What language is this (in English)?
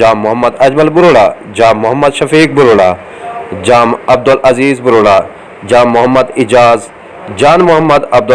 Saraiki